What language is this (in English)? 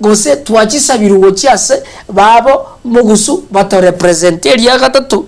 Gusii